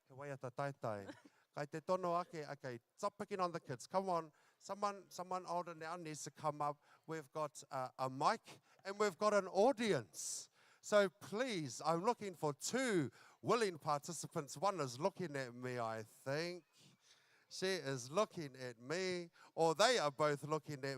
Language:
Māori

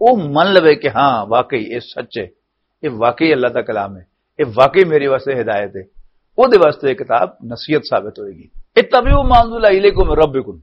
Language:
Western Panjabi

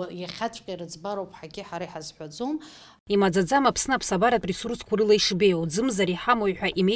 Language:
Abkhazian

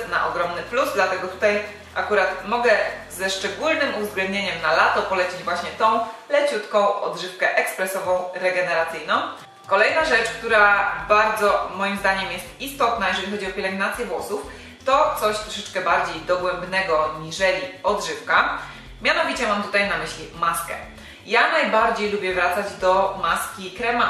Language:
Polish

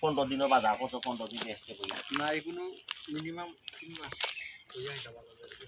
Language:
Sylheti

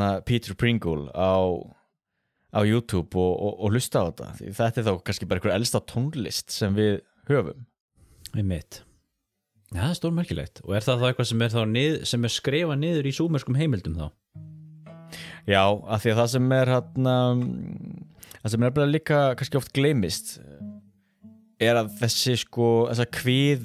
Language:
Icelandic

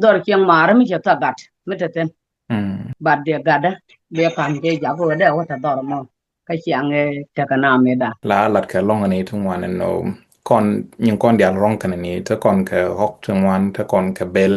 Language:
Nuer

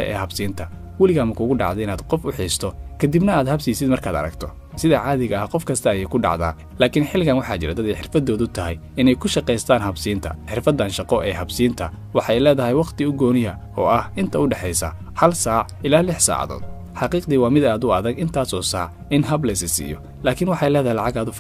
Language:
Somali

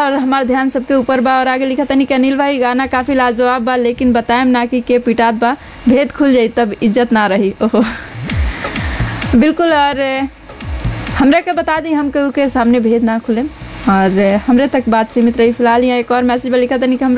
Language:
Bhojpuri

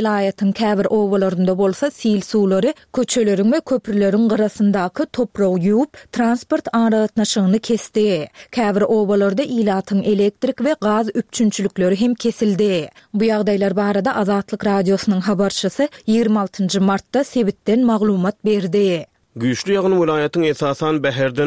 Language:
Turkmen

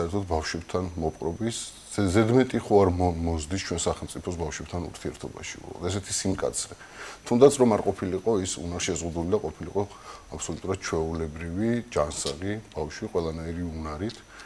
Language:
Georgian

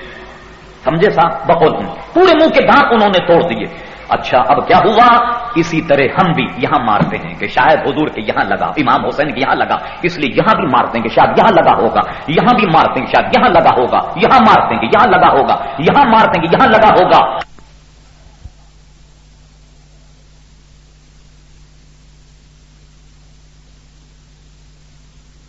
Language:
Urdu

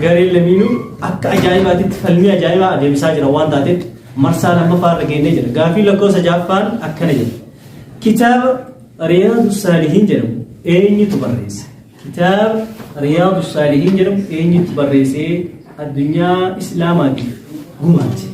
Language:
Oromo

